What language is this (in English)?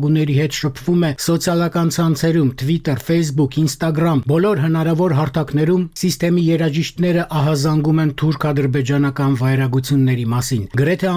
Armenian